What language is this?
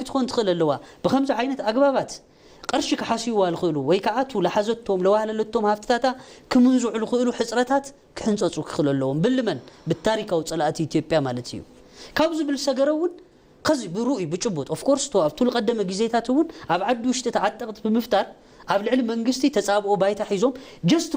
Tigrinya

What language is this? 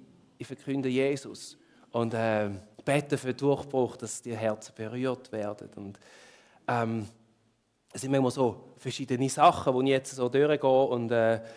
Swiss German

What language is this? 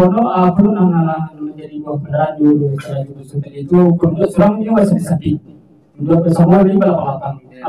Minangkabau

